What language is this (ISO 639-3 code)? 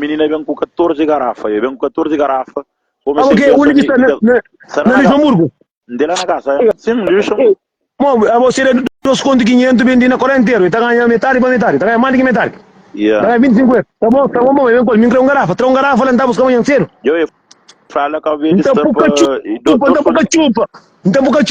kea